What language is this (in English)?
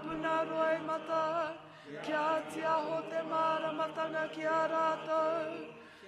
Māori